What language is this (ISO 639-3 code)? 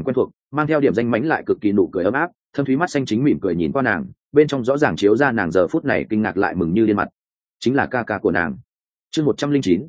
vie